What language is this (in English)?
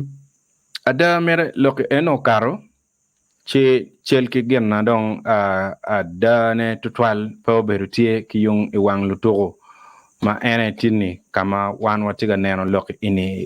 Acoli